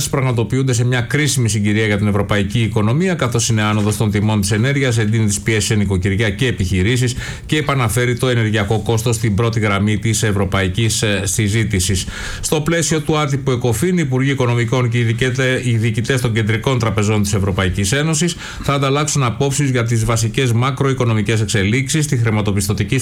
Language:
Greek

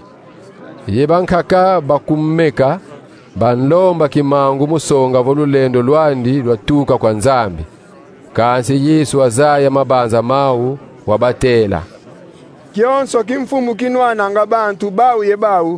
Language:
Kongo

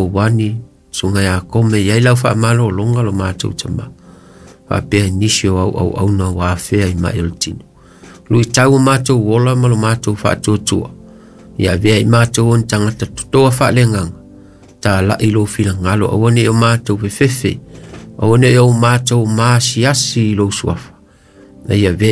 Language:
Samoan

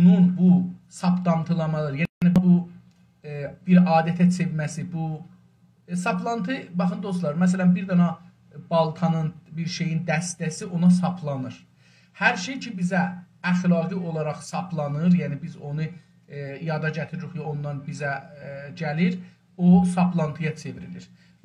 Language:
South Azerbaijani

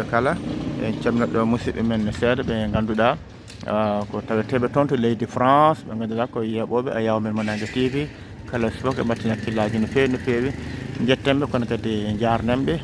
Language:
Fula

